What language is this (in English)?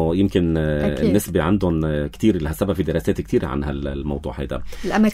North Levantine Arabic